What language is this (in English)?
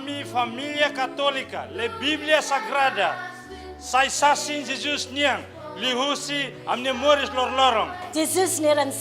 Tetum